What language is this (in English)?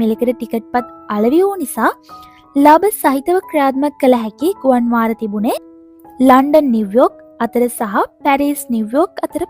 Sinhala